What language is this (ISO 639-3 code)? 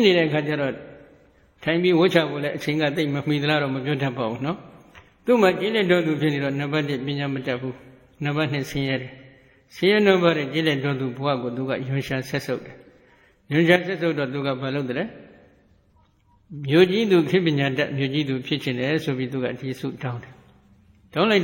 mya